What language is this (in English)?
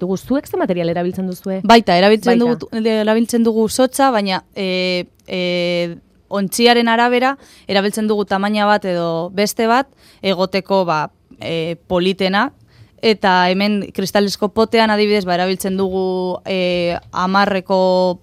Basque